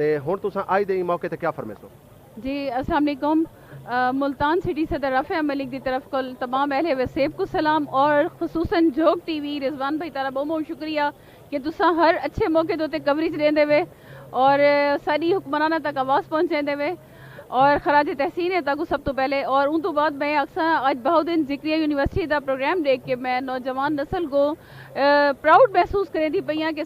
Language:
Saraiki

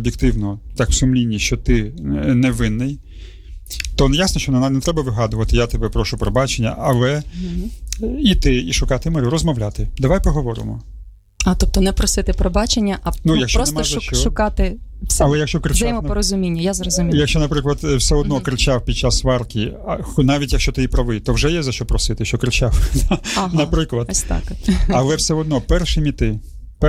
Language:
Ukrainian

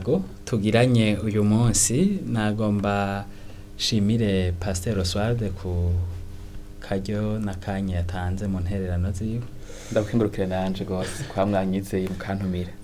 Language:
Rundi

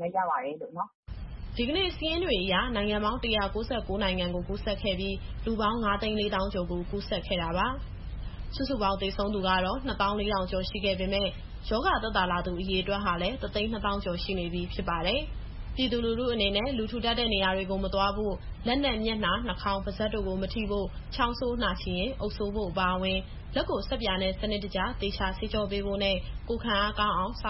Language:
Burmese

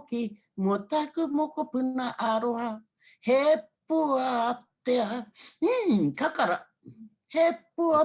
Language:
Māori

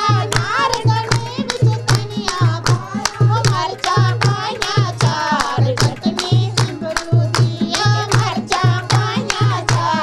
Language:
Dogri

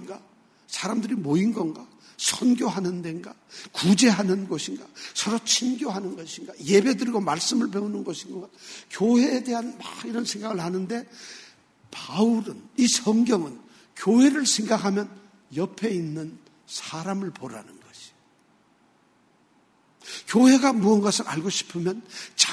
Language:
Korean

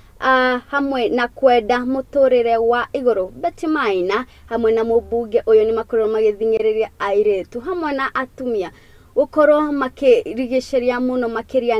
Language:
Kikuyu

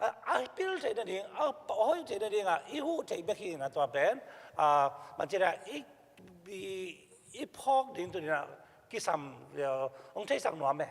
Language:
Tedim Chin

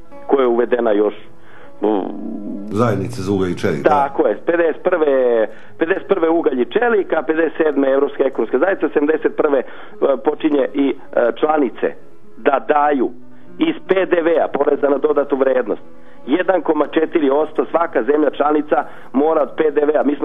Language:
Serbian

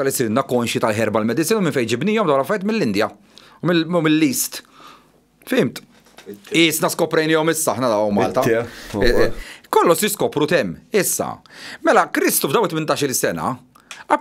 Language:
Maltese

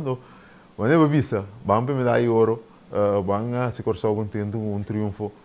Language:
Papiamento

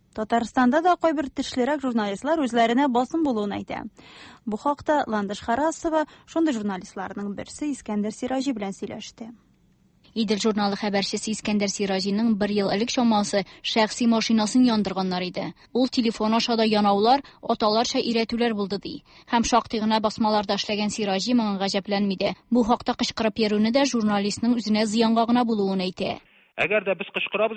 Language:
Tatar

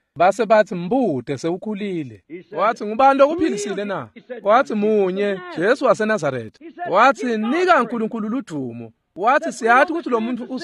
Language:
Swati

